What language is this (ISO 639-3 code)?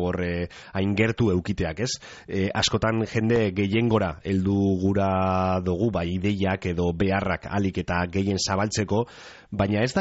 eus